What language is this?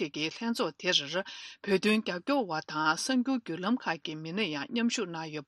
Tibetan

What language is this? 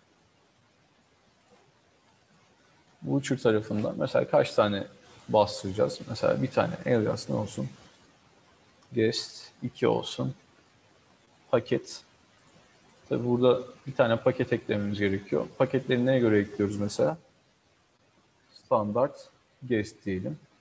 Turkish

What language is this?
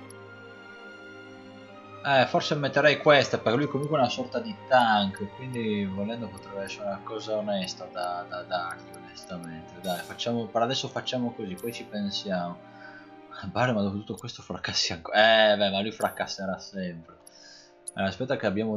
Italian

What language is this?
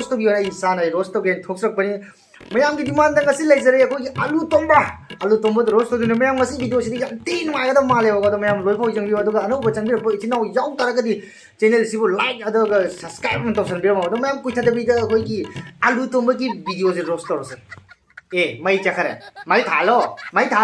Manipuri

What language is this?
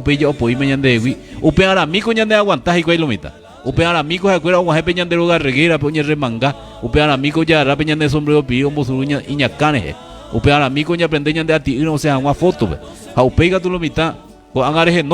Guarani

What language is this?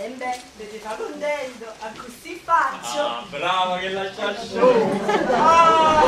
Neapolitan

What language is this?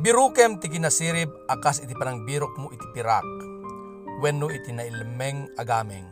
Iloko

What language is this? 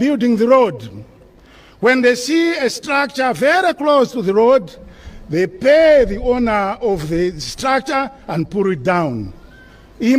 Nyanja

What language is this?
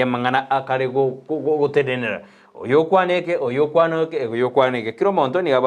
Gusii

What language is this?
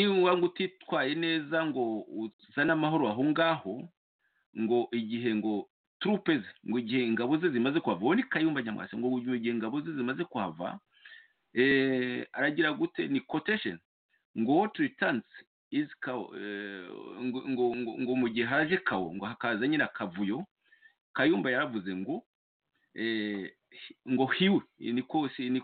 Kinyarwanda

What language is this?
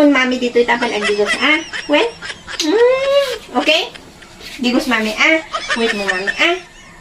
Iloko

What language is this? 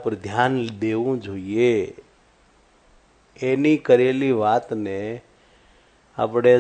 Gujarati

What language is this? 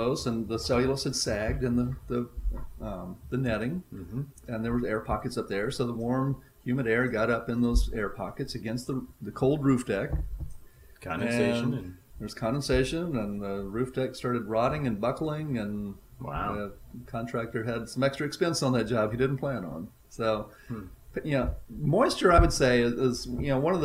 English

